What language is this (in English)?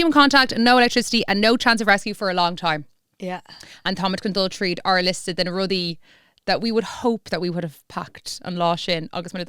Irish